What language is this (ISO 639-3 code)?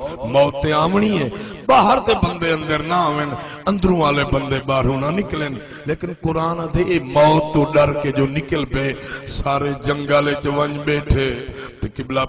skr